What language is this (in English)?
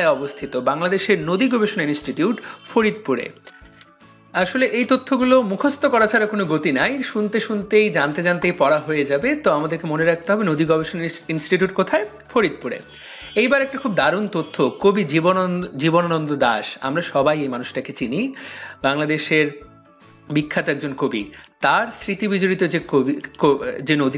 Bangla